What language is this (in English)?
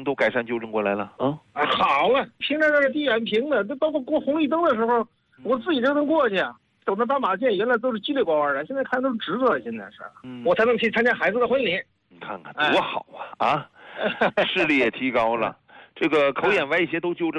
Chinese